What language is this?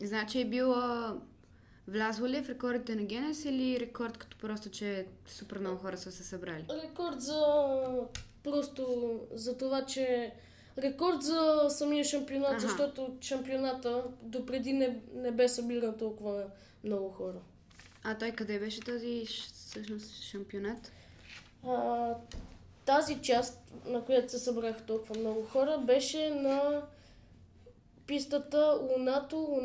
Bulgarian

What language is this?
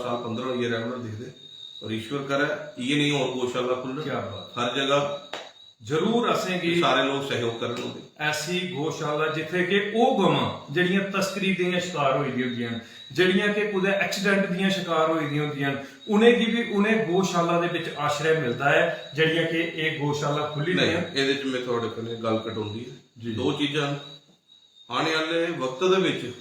Dogri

